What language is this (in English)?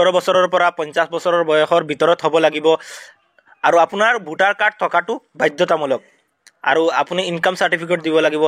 Assamese